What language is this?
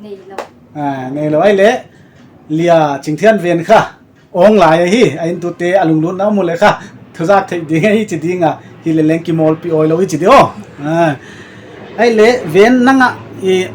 Paite Chin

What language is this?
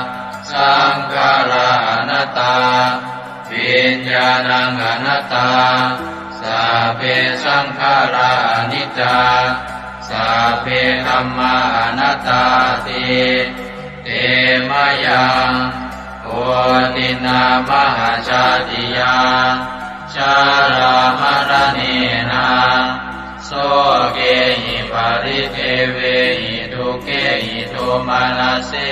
Pali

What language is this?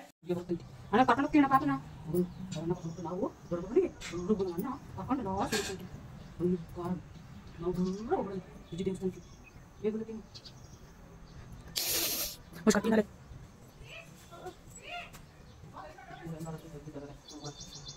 Kannada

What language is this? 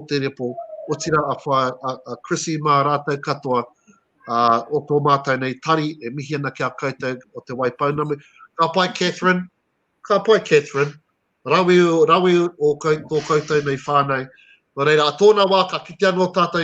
Māori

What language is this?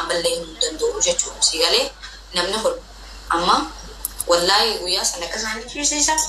Oromo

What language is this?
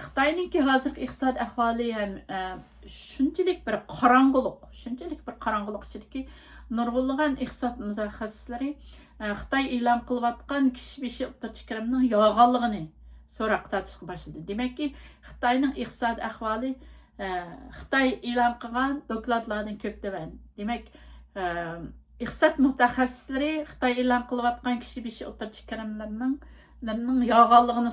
Uyghur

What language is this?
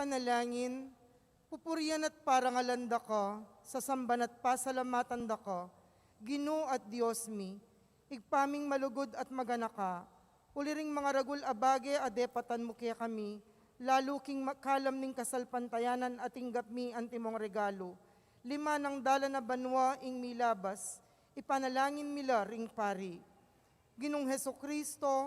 Pampanga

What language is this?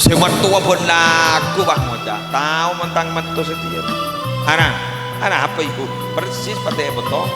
Madurese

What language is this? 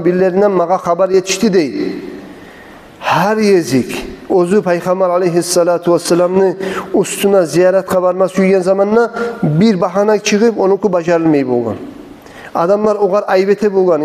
Kumyk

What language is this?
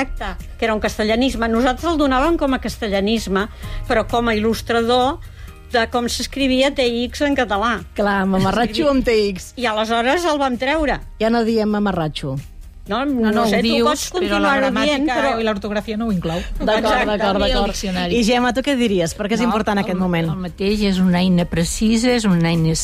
Catalan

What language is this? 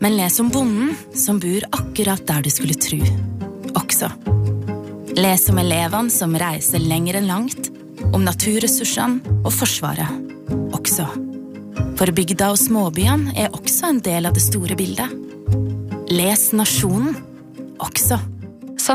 Norwegian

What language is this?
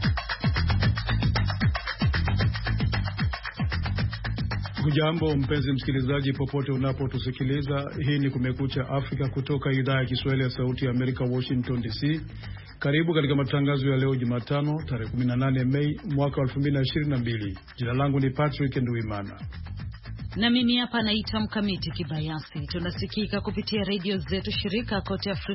Swahili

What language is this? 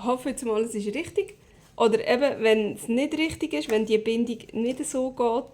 Swiss German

